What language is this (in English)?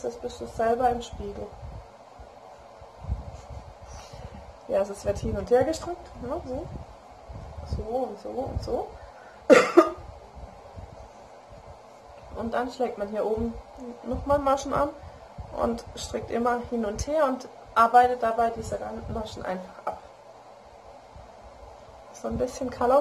German